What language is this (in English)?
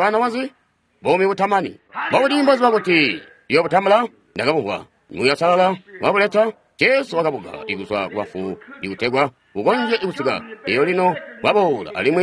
Tonga (Zambia)